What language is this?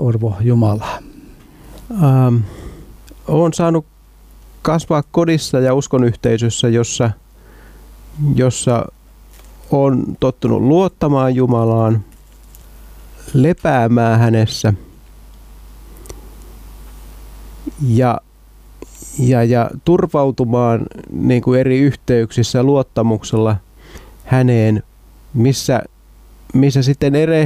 Finnish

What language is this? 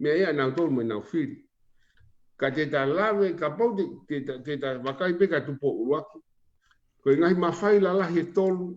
Tongan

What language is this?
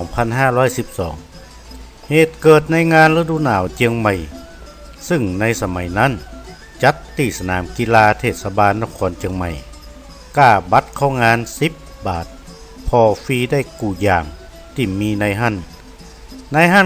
Northern Thai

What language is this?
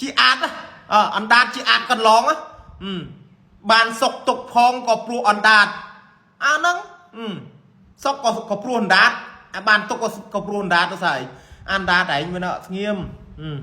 Khmer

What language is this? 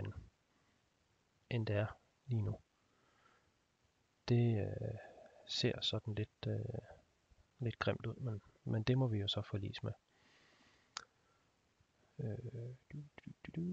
Danish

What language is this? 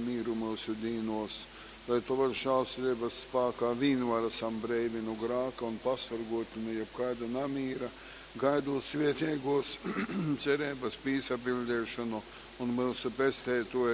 Latgalian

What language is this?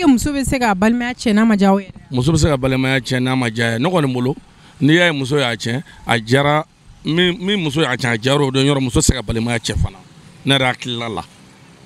Bambara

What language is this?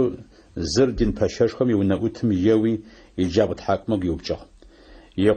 Adyghe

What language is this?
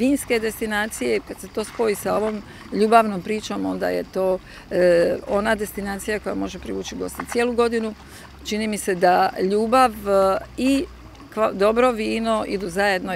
Croatian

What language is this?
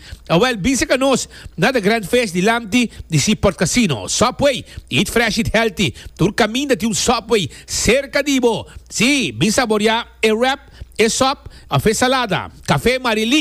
Papiamento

